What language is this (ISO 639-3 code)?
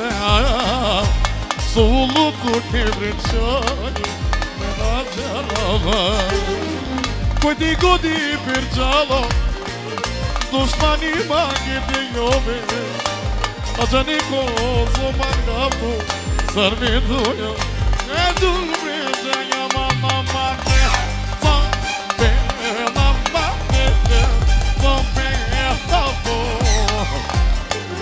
ron